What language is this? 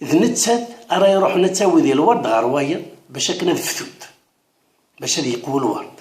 Kabyle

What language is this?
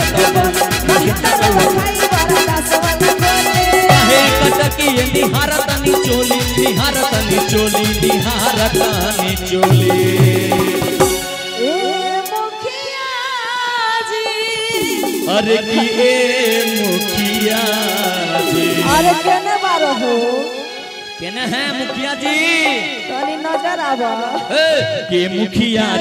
Bhojpuri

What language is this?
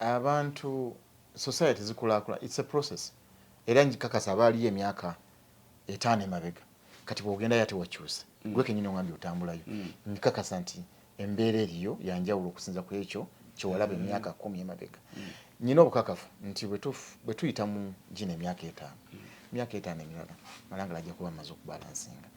Ganda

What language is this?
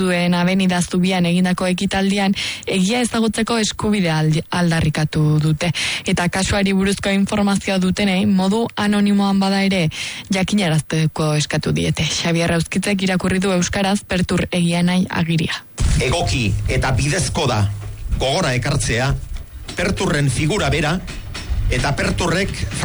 Basque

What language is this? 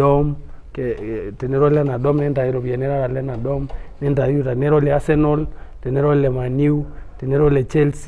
Masai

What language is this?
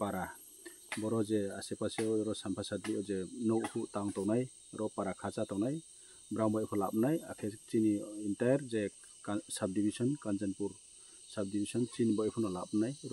Kok Borok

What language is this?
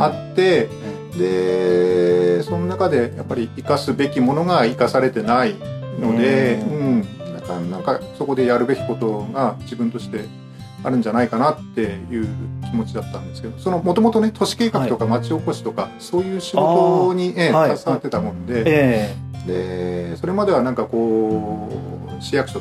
Japanese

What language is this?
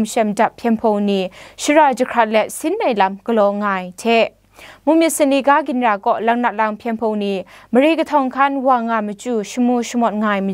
Kachin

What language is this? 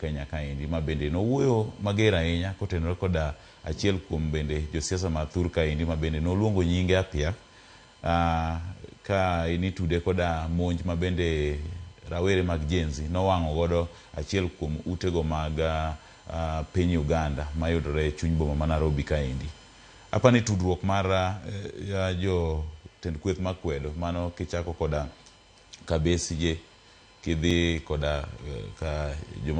Luo (Kenya and Tanzania)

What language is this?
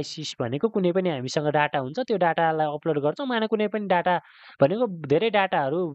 Nepali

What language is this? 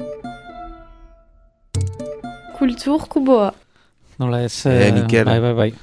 Basque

